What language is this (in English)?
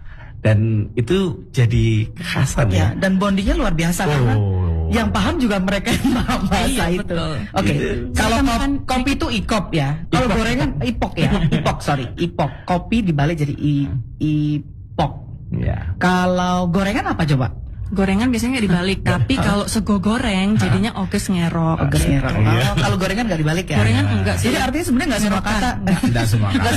Indonesian